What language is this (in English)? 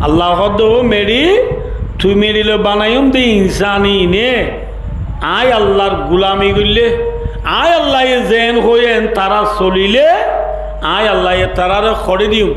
Rohingya